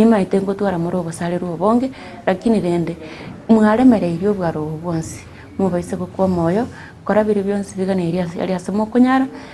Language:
Gusii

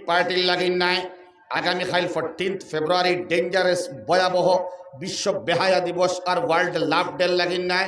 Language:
Sylheti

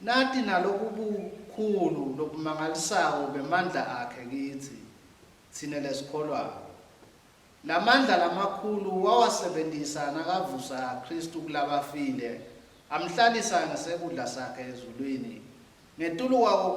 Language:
Swati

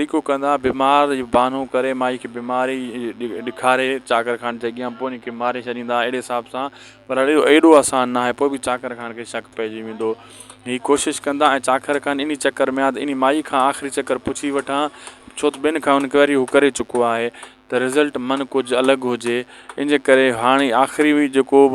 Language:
Sindhi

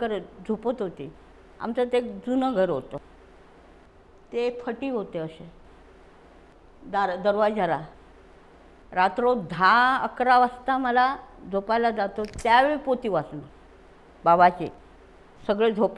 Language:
Marathi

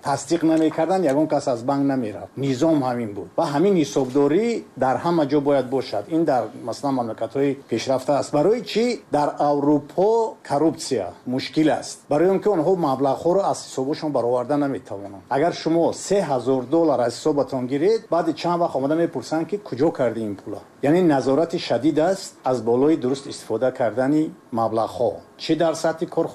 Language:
Tajik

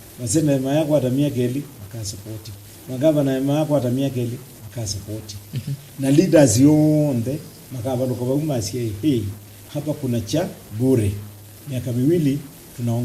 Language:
Kamba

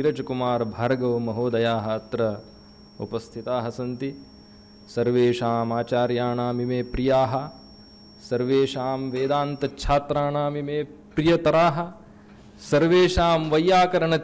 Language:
Sanskrit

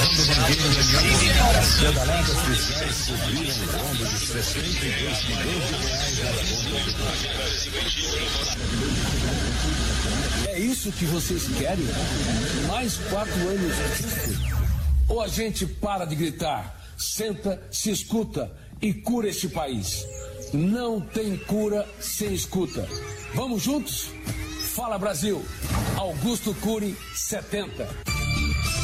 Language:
Portuguese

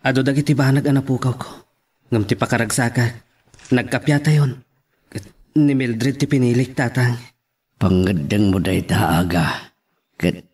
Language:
Iloko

